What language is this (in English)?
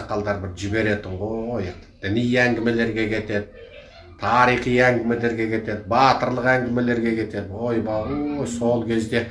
Kazakh